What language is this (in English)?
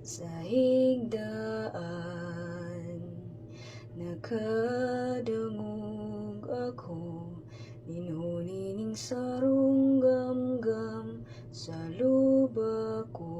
Bikol